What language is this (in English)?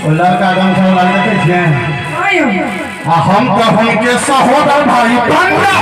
Maithili